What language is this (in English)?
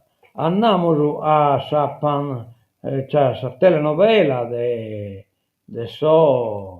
Sardinian